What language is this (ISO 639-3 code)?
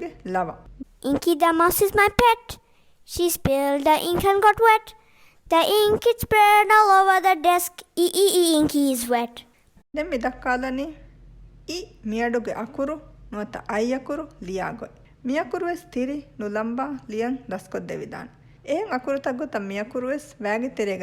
div